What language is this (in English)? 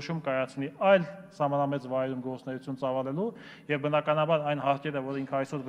Armenian